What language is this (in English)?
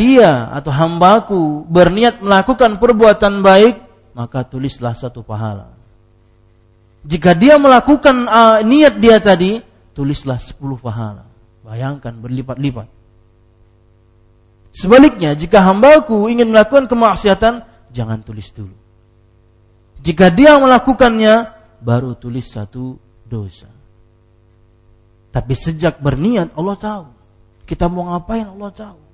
Indonesian